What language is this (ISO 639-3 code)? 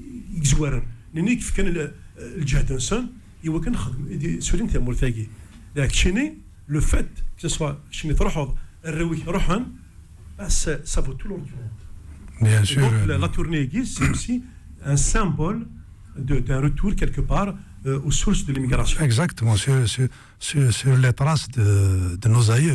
kab